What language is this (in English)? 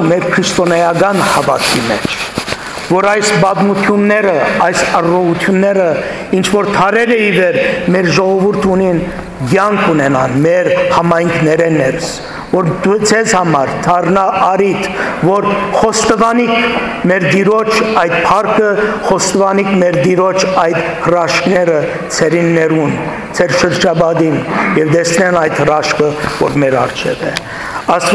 Western Armenian